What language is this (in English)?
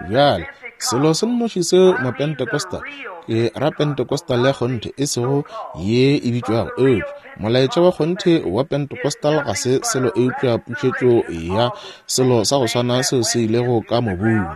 Northern Sotho